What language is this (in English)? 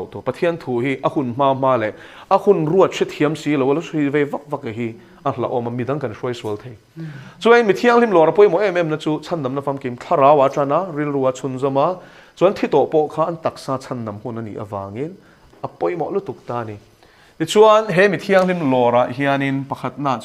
Mizo